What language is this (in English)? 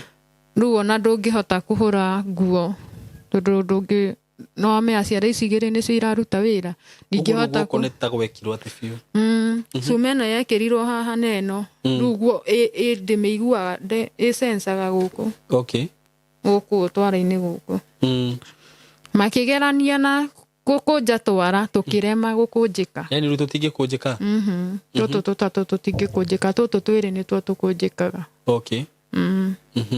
Kikuyu